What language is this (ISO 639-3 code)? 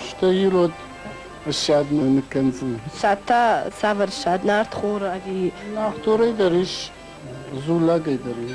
oss